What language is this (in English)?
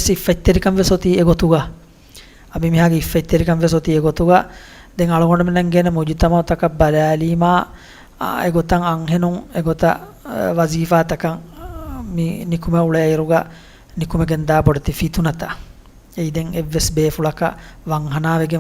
Divehi